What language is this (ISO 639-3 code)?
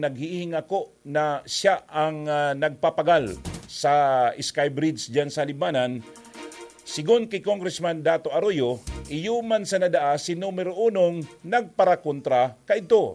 bik